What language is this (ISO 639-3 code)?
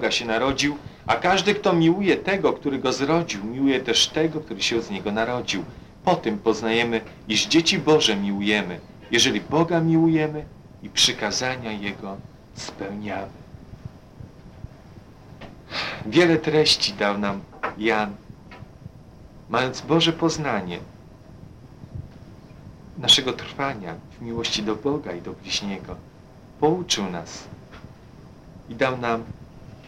pol